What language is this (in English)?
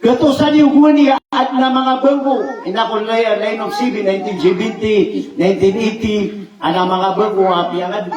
Maranao